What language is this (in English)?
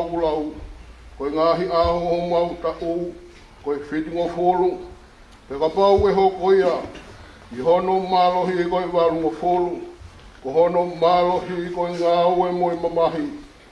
Tongan